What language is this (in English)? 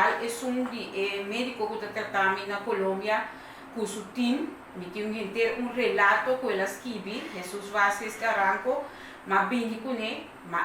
Papiamento